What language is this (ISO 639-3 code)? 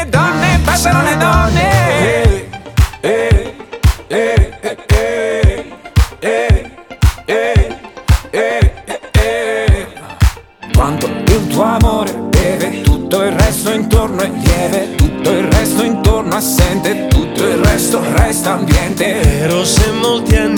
ita